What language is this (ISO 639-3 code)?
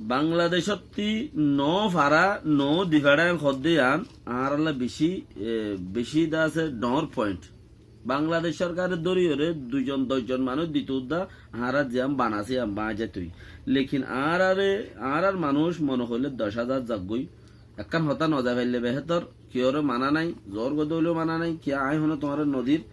rhg